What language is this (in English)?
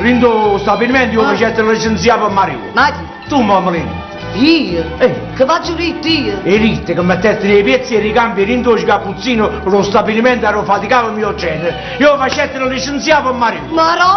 Neapolitan